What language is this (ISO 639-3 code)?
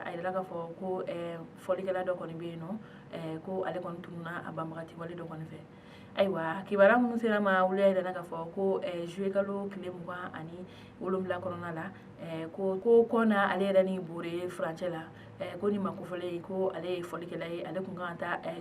bam